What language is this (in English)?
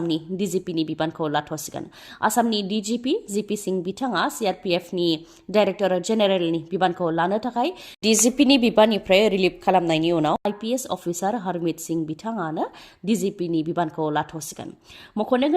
Bodo